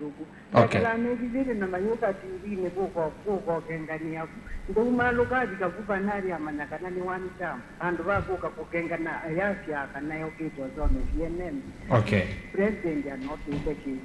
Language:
Kamba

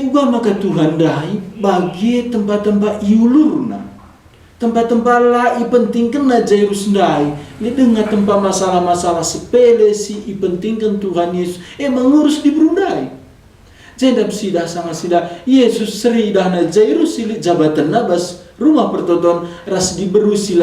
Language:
Batak Karo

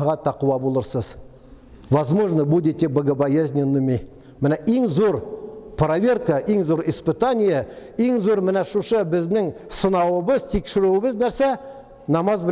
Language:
Tatar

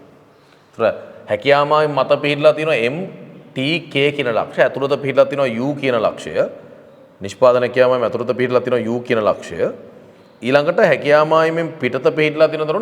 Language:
Sinhala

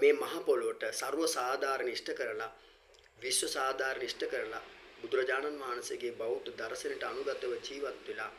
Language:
Sinhala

